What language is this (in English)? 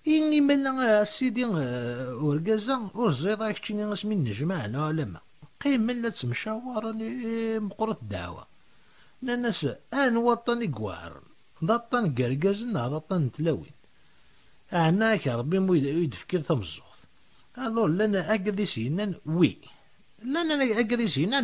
Kabyle